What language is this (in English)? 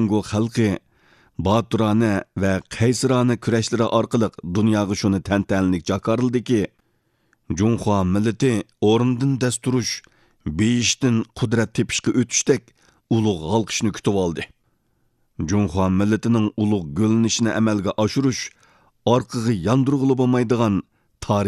Uyghur